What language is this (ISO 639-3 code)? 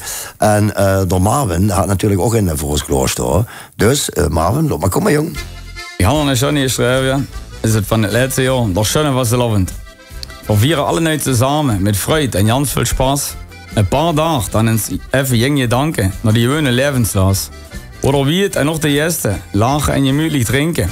lim